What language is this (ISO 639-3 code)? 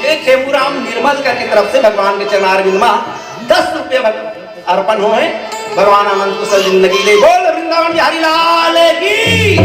hne